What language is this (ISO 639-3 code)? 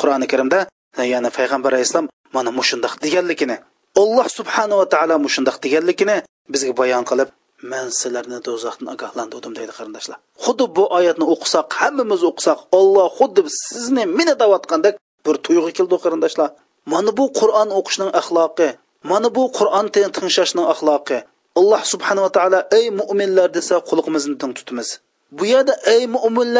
uig